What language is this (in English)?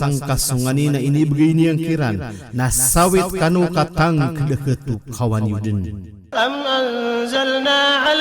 Maranao